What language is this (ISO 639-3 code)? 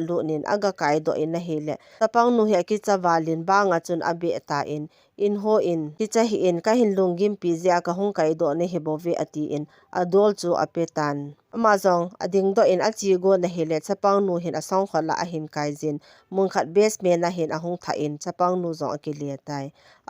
tcz